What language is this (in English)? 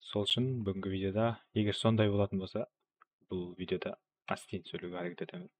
Kara-Kalpak